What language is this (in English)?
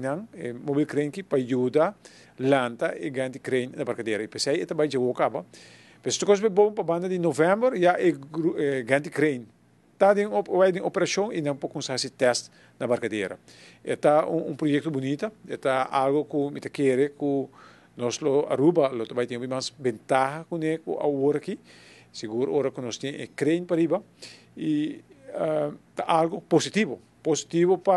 Papiamento